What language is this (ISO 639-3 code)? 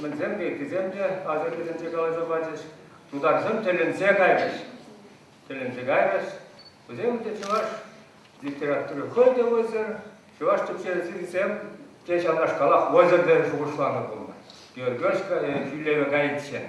chv